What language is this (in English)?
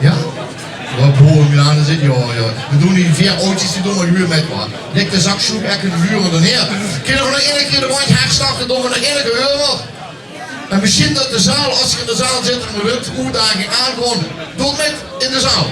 Limburgish